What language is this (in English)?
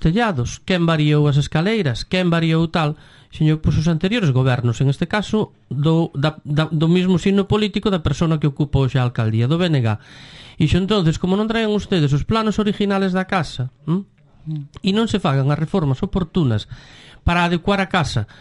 Galician